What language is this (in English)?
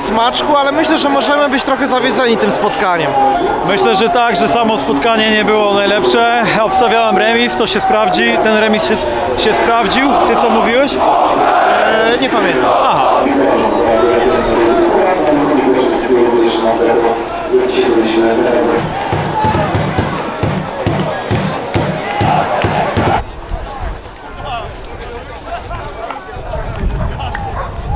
Polish